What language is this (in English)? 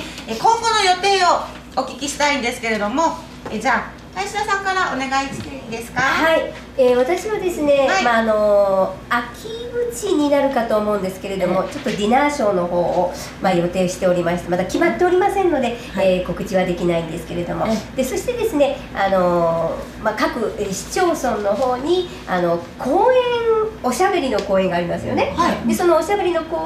Japanese